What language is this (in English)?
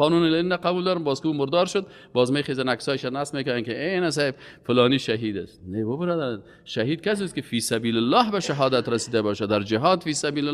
Persian